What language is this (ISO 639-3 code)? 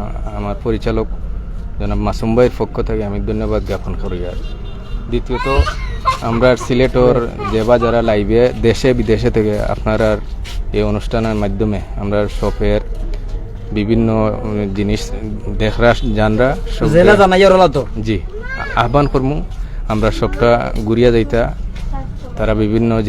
syl